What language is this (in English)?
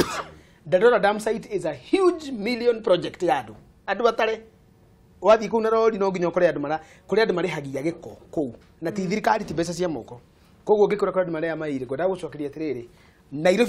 Kikuyu